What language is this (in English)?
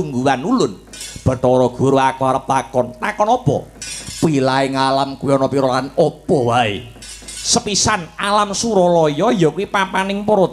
Javanese